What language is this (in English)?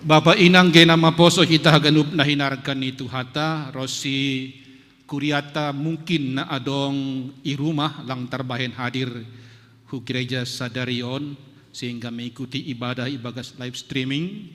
Batak Simalungun